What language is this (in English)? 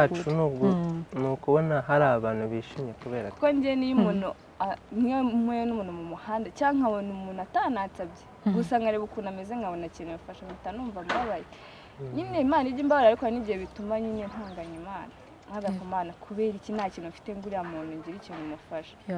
Kinyarwanda